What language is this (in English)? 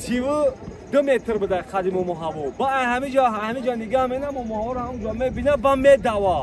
Tajik